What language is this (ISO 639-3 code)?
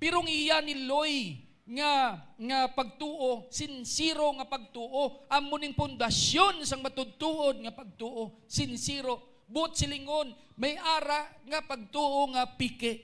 hil